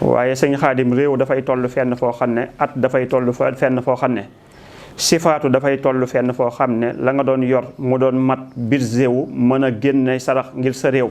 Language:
Wolof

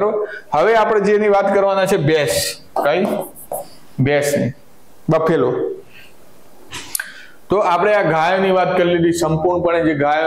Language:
Gujarati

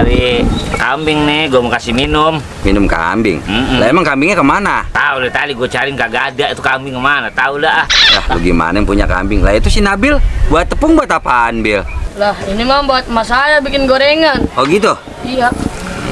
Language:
Betawi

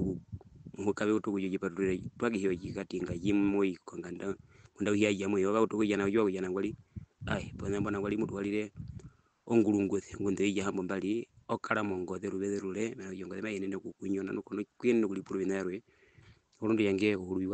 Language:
Herero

